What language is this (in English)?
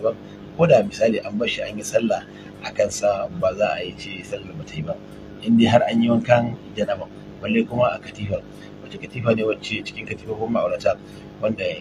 Hausa